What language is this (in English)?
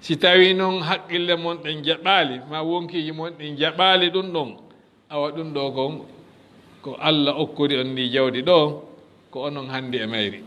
Fula